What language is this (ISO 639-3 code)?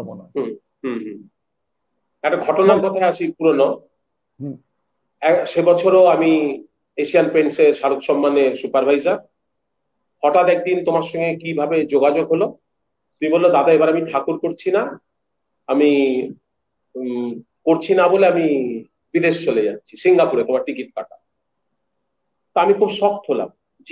ben